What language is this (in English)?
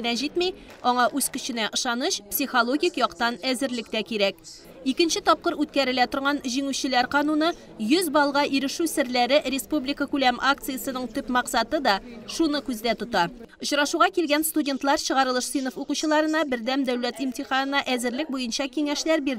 Tatar